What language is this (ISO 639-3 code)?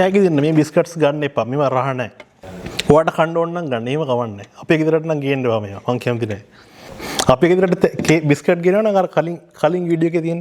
sin